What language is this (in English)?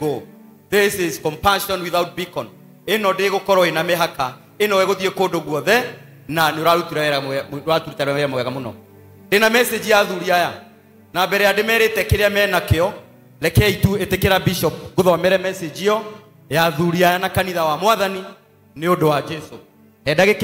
Kikuyu